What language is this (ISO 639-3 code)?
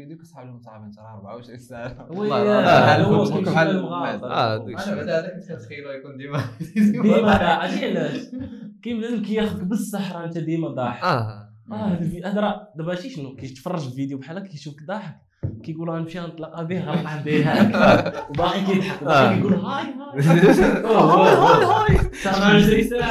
ary